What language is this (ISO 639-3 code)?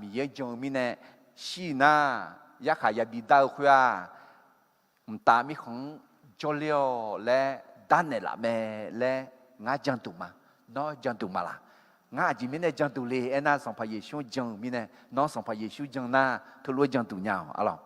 ahk